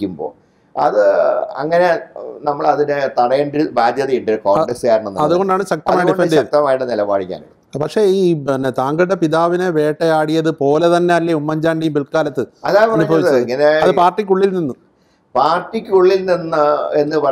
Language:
Malayalam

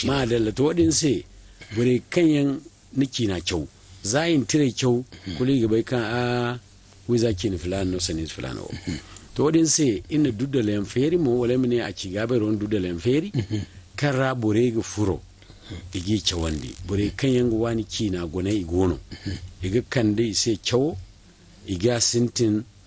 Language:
Zarma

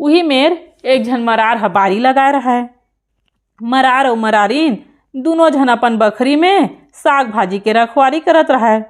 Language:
Chhattisgarhi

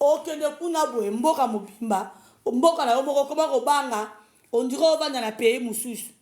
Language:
Lingala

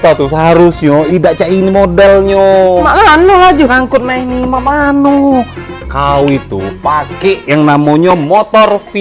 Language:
Musi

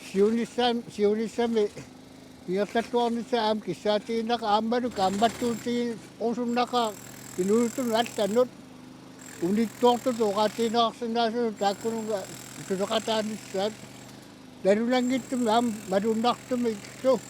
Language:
Kalaallisut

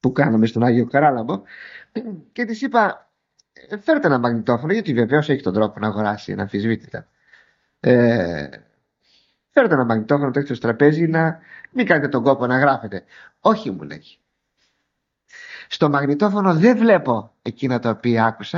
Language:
Greek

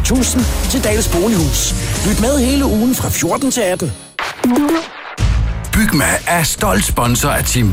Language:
Danish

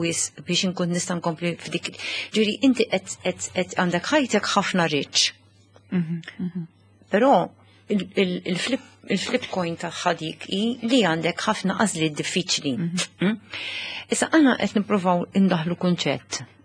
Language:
Maltese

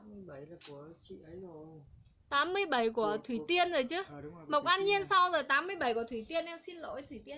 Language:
Vietnamese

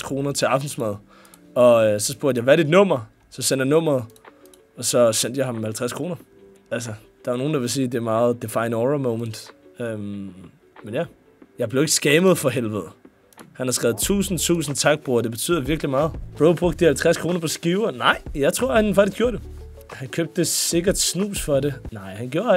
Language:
Danish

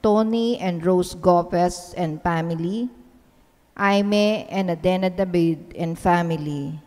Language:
Pampanga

